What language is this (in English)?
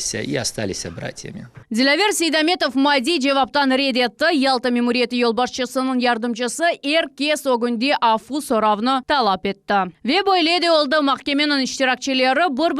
Crimean Tatar